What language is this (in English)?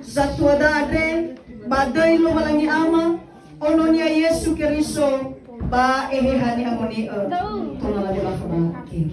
Nias